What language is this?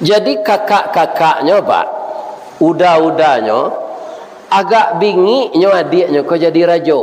Minangkabau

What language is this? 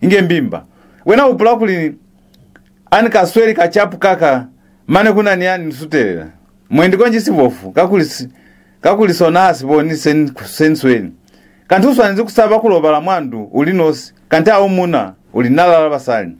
Lozi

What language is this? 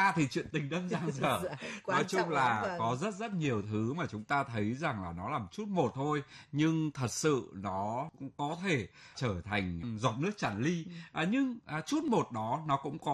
Vietnamese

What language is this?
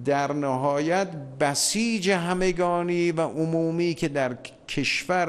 Persian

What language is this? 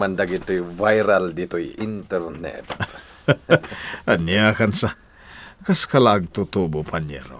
Iloko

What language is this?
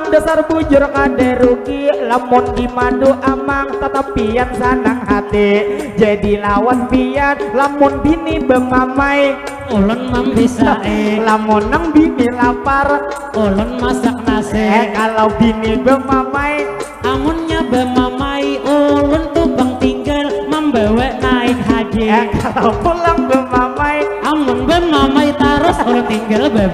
Banjar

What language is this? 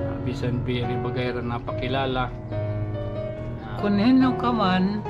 Waray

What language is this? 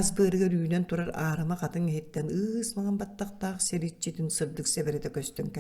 Yakut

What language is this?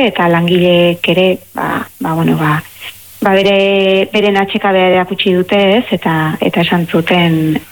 Basque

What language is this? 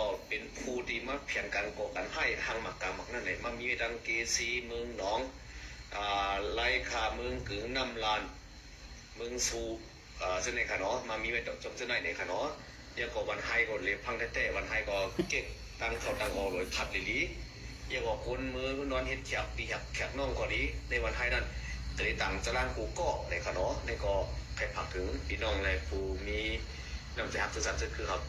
Shan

